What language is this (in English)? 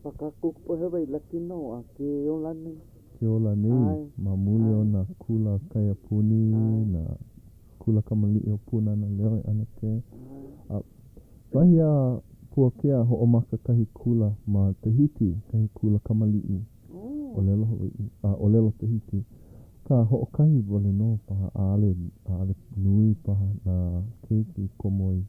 Hawaiian